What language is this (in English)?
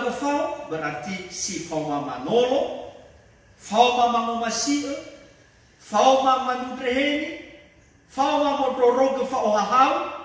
Nias